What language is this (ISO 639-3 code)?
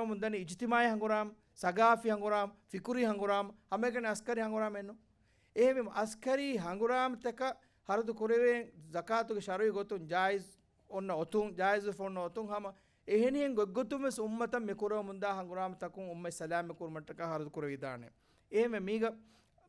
div